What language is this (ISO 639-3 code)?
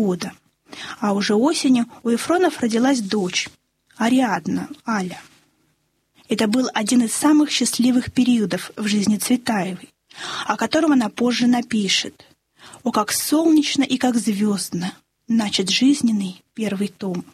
rus